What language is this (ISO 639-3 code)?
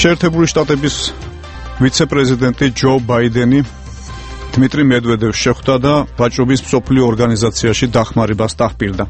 kat